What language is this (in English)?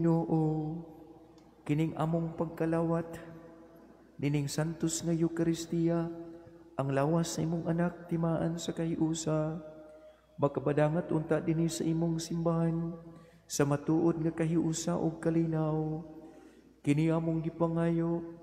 Cebuano